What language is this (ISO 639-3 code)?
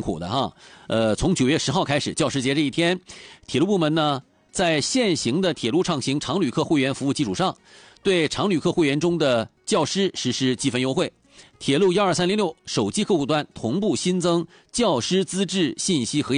zho